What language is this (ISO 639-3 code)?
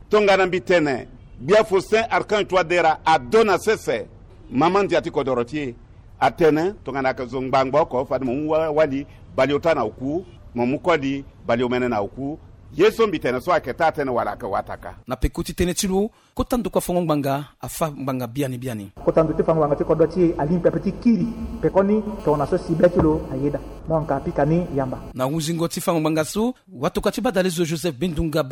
sag